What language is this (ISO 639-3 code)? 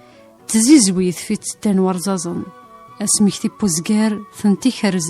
kab